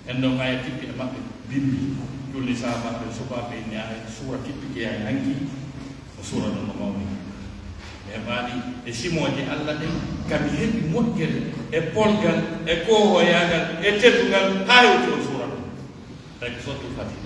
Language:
Pular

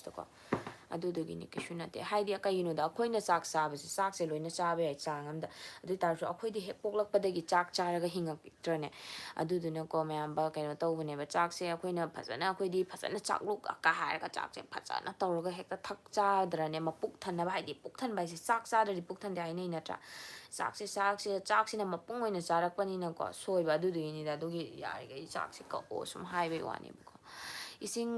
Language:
Manipuri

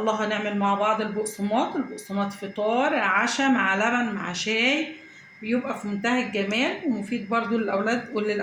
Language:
Egyptian Arabic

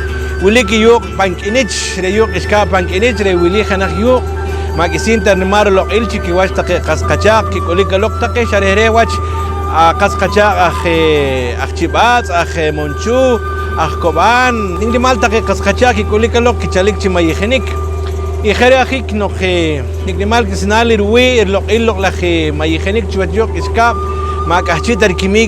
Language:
Poqomchi'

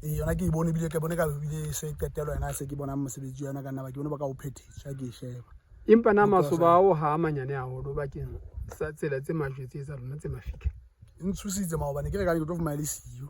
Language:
Southern Sotho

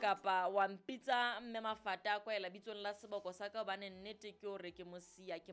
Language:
Southern Sotho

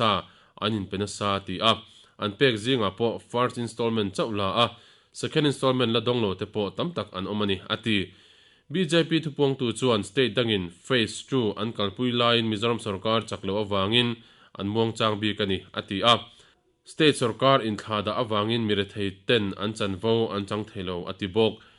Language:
Mizo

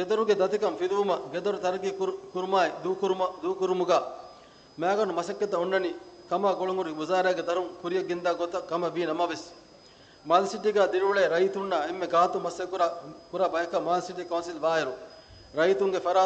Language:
Divehi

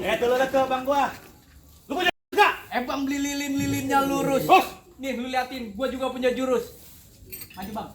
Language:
Betawi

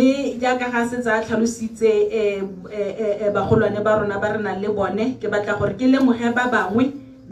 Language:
Tswana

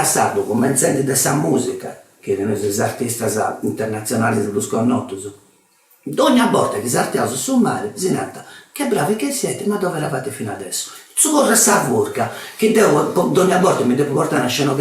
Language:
Sardinian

